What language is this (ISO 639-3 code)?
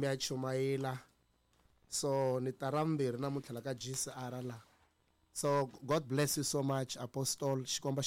tso